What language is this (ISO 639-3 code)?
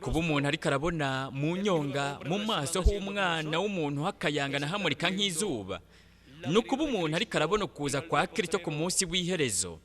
run